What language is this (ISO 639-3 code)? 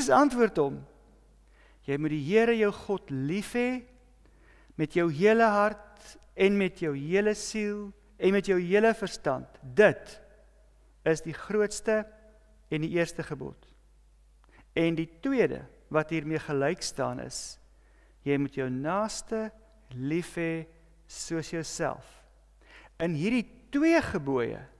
afr